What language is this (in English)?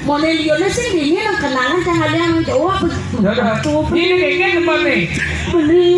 Balinese